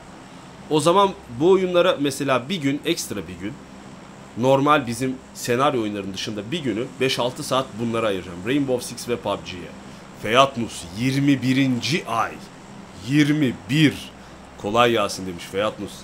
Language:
Turkish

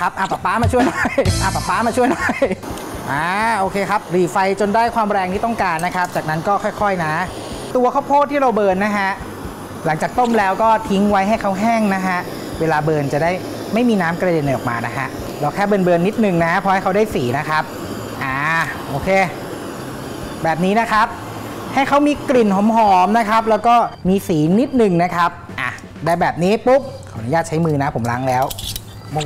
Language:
Thai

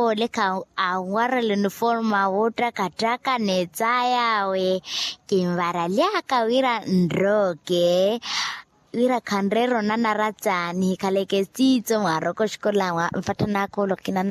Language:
Makhuwa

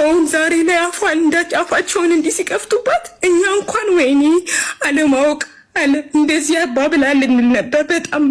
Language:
Amharic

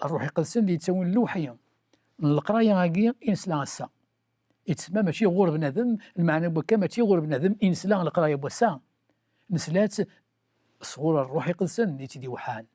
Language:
Kabyle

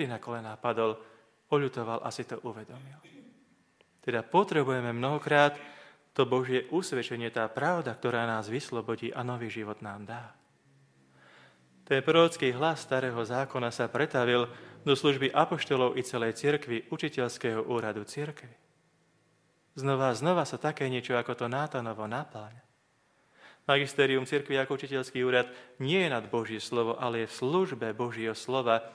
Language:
Slovak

